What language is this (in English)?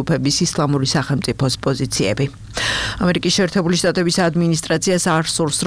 Georgian